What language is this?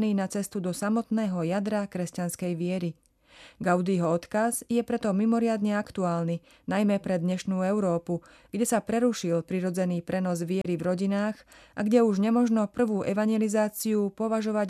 Slovak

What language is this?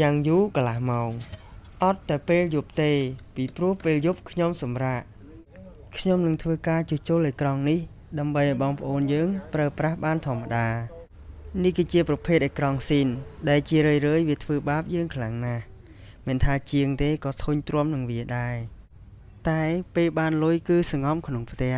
Khmer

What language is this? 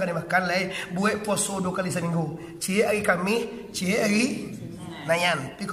Minangkabau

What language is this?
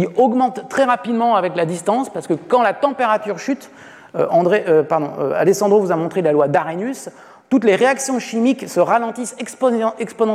French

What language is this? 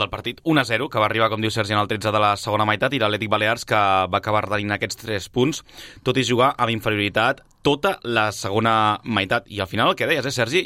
Catalan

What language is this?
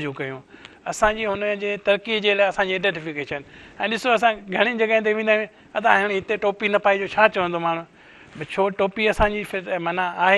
Sindhi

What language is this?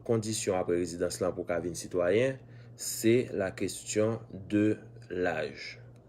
Haitian Creole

